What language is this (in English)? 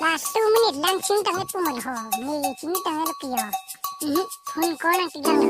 Karbi